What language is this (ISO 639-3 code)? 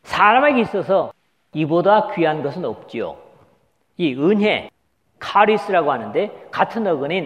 kor